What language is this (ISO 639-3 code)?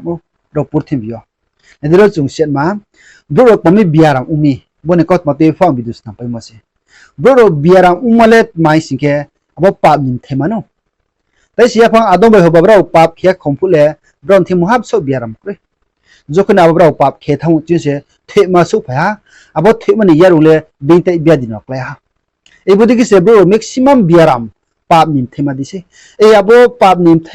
ria